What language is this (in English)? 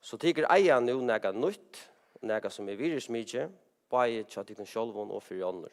Faroese